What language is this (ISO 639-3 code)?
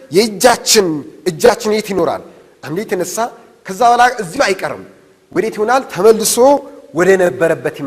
amh